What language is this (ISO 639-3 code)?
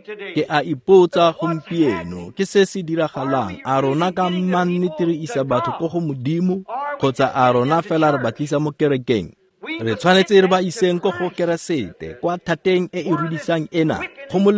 tsn